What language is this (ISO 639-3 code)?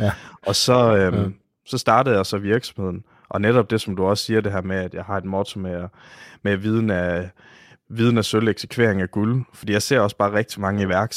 dan